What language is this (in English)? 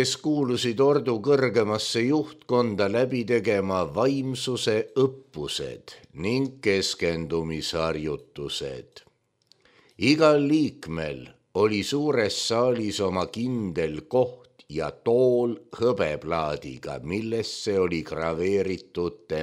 Estonian